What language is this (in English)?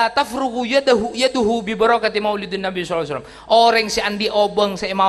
Madurese